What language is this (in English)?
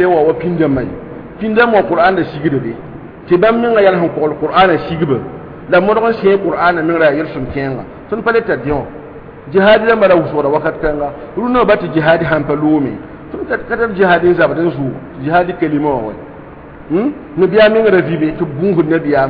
Mossi